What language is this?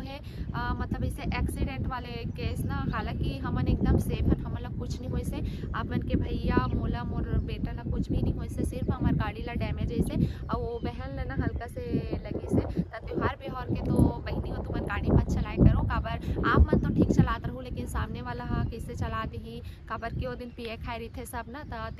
Chhattisgarhi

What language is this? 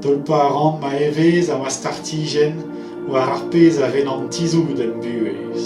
Breton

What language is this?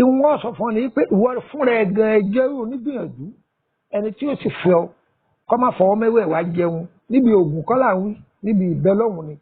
Yoruba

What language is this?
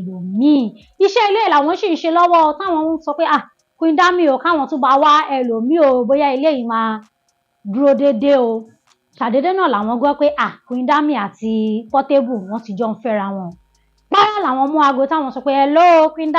Yoruba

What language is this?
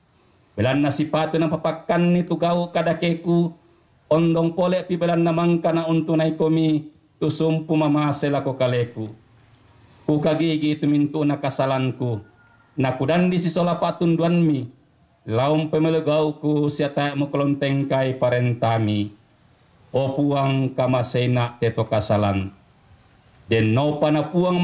Toraja-Sa'dan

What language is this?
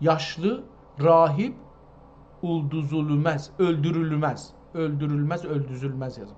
South Azerbaijani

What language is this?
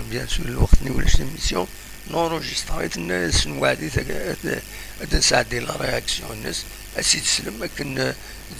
Kabyle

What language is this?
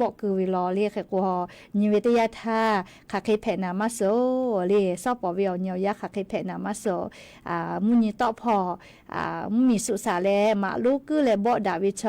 Lahu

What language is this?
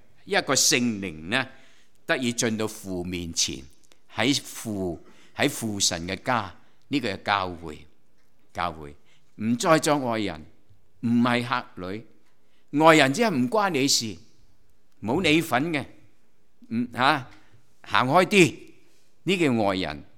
Cantonese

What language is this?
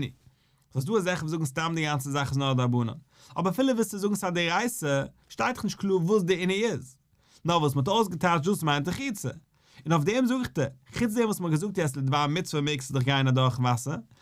Yiddish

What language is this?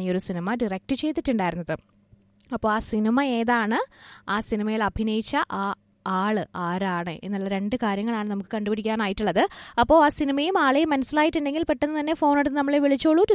Malayalam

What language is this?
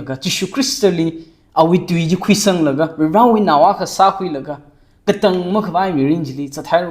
Tangkhul Naga (India)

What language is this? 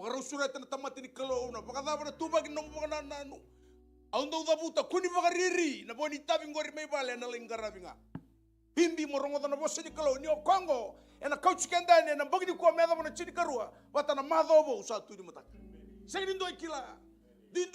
Fijian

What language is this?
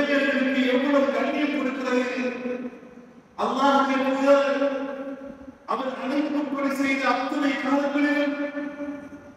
Tamil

